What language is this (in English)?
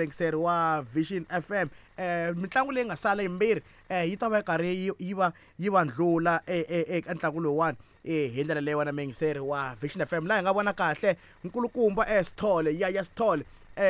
Tsonga